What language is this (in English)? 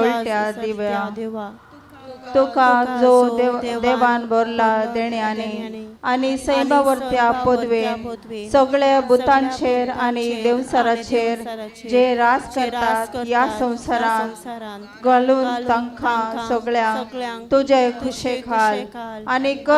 Konkani